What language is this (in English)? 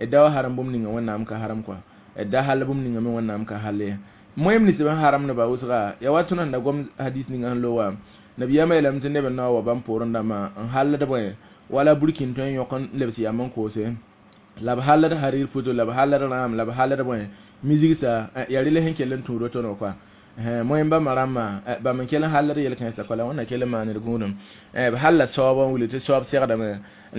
Mossi